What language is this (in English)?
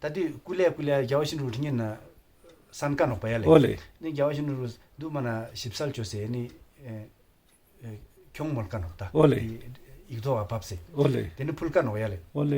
Ladakhi